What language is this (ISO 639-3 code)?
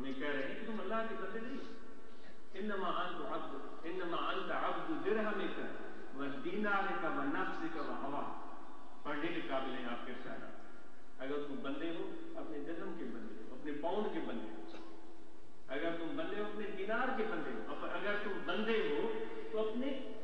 urd